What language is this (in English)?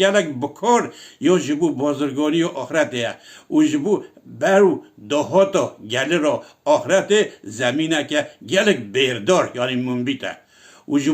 Kurdish